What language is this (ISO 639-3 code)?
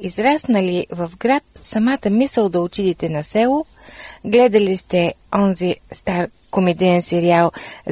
bul